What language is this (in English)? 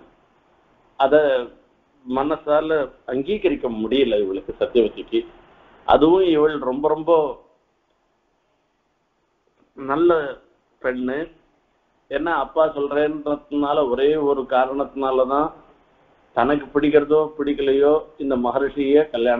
Tamil